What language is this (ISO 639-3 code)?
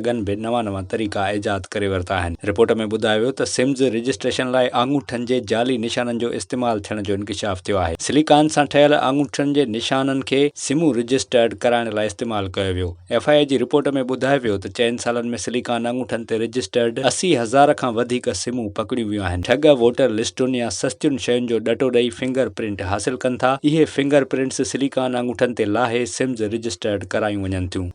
snd